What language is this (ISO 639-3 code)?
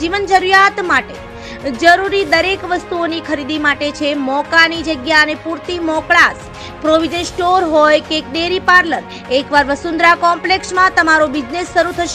guj